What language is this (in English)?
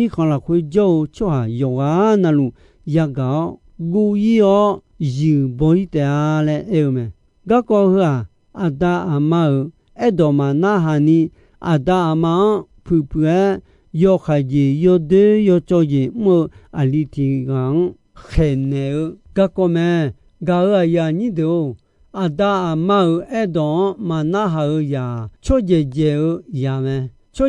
Akha